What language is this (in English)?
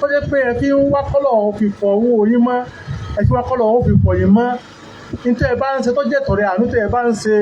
Yoruba